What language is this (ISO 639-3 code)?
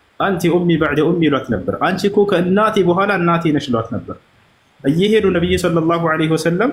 amh